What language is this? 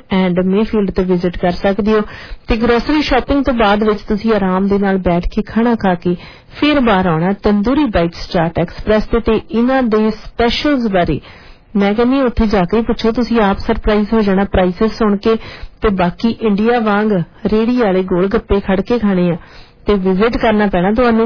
Punjabi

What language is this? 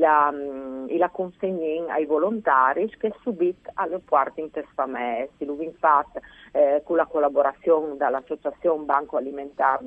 Friulian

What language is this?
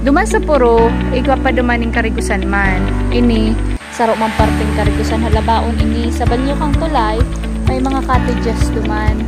Bikol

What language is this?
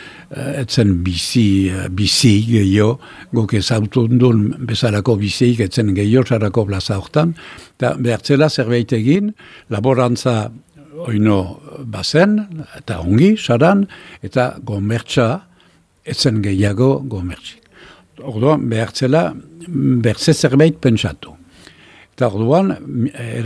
Basque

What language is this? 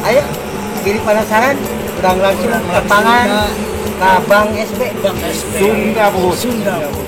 Sundanese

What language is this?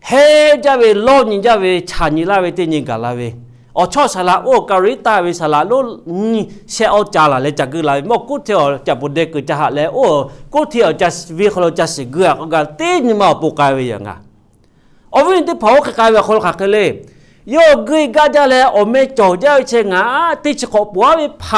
Lahu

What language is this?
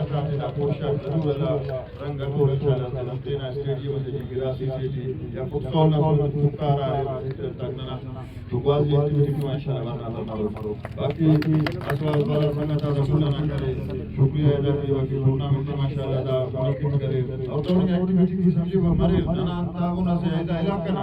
Brahui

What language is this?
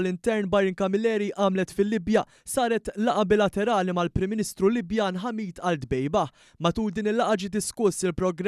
Maltese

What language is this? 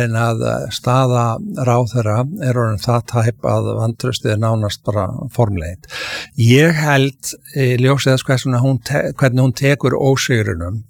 Icelandic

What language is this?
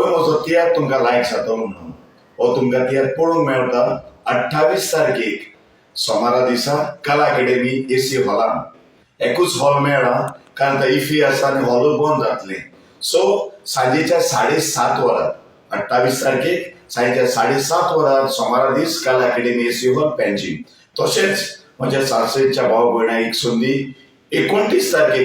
Konkani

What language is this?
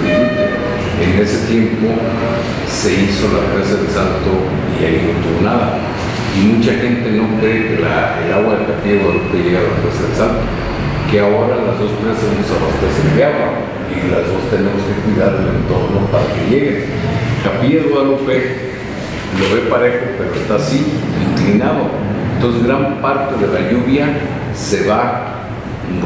Spanish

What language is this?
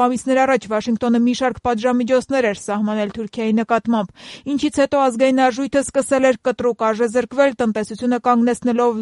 Armenian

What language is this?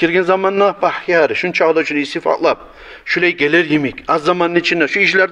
Kumyk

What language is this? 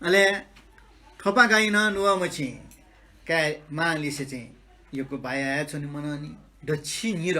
Newari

